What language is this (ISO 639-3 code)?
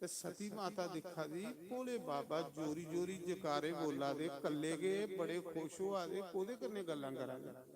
doi